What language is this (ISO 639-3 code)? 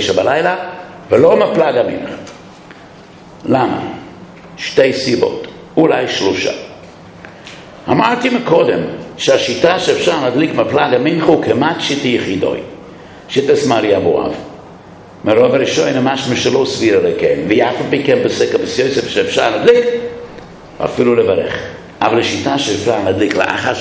heb